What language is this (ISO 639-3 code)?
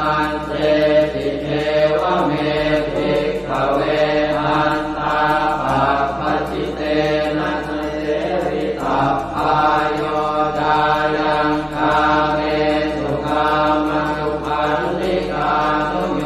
pli